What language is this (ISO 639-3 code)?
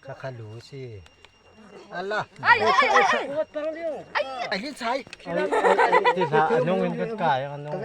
cfm